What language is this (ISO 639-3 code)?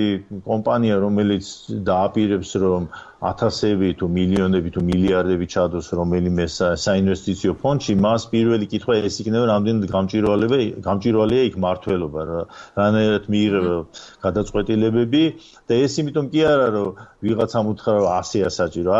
kat